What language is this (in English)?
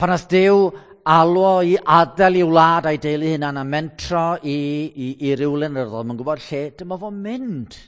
Welsh